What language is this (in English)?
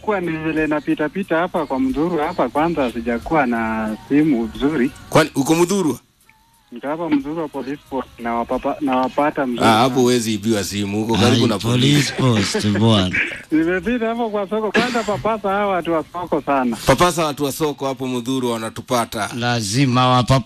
Swahili